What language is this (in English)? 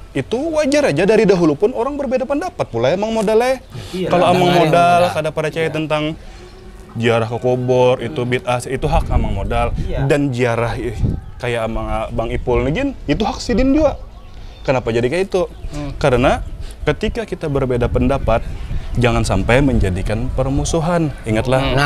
Banjar